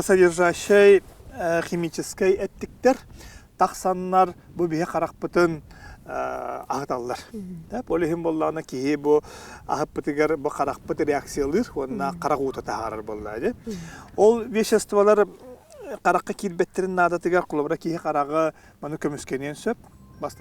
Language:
Yakut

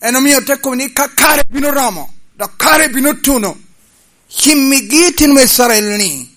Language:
Lango (Uganda)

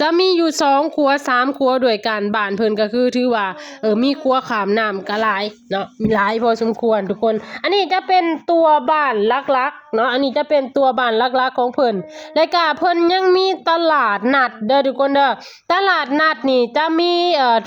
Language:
Lao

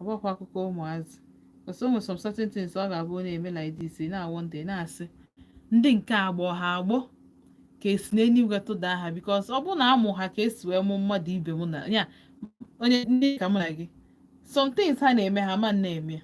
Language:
Igbo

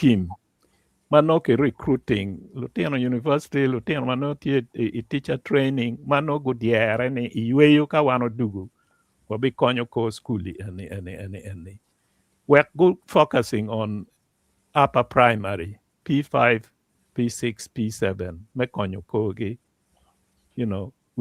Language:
Acoli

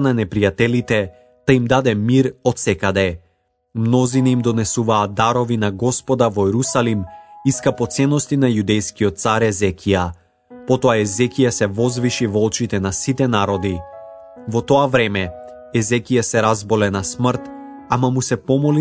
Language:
Macedonian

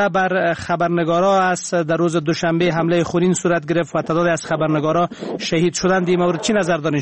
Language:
Persian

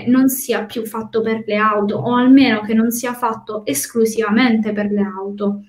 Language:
Italian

